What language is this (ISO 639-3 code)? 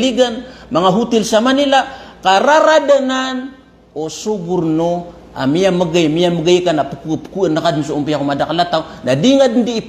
mrw